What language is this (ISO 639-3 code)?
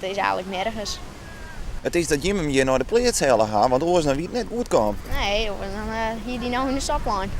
fry